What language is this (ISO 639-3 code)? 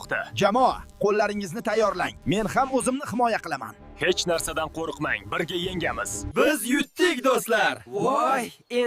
uzb